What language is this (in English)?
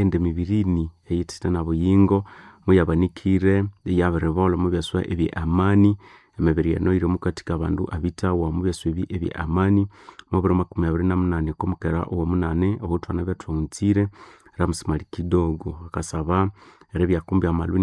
Nande